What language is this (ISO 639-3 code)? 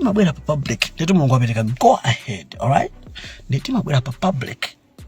nya